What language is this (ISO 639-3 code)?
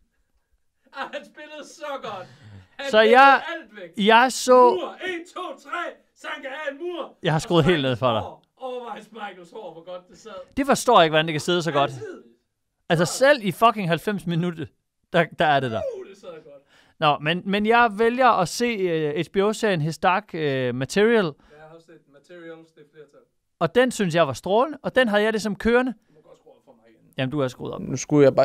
dan